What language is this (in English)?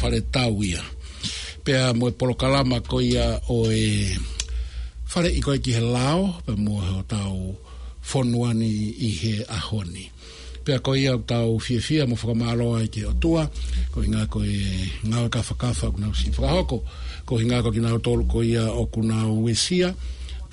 Tongan